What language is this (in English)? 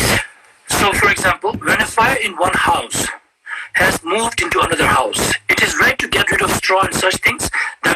Ladakhi